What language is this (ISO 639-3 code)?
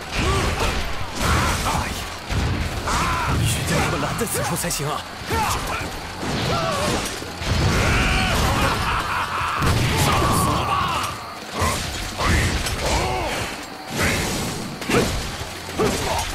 zho